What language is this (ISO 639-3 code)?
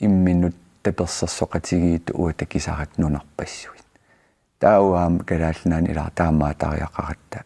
kal